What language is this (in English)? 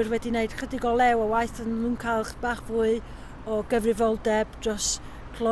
Welsh